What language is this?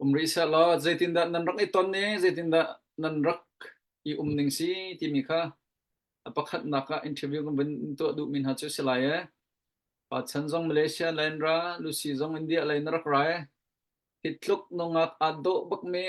Hakha Chin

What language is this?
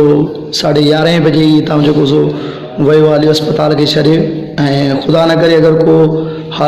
Sindhi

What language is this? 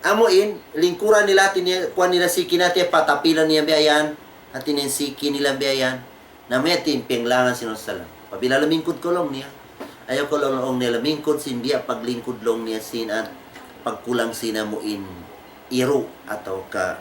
Tausug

